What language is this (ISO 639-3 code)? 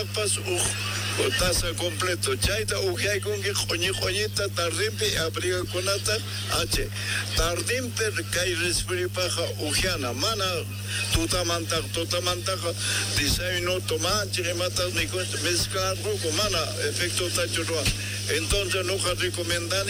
que